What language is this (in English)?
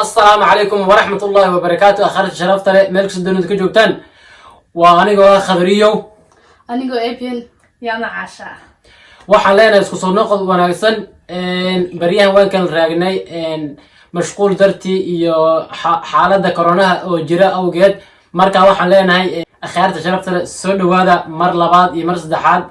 Somali